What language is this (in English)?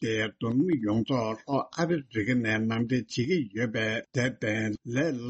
Tibetan